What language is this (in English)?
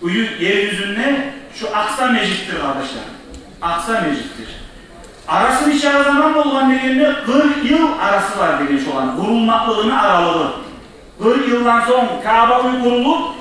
Kumyk